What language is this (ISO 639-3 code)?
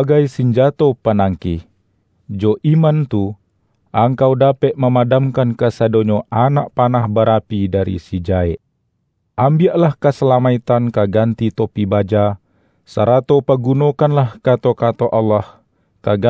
min